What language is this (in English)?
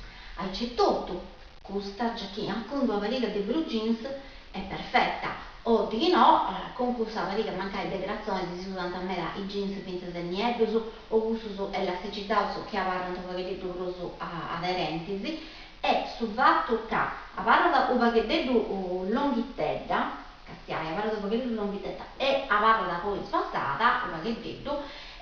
Sardinian